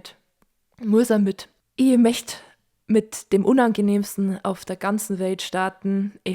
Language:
Bavarian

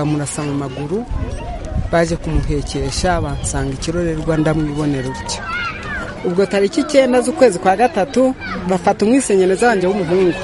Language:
Kinyarwanda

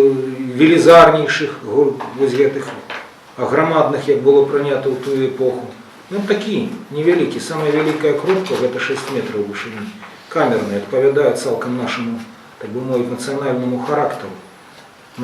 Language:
Belarusian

